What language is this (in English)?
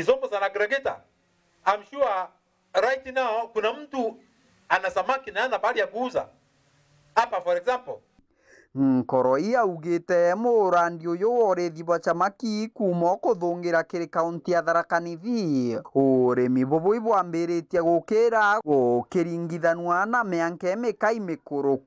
Meru